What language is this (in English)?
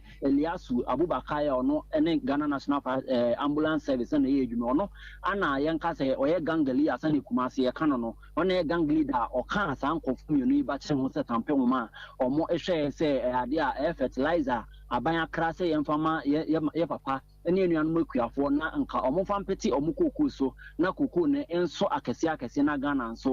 Akan